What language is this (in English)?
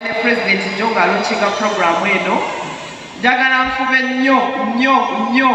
Ganda